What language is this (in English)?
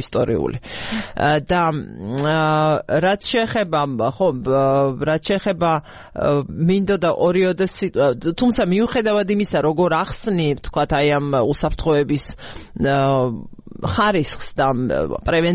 Georgian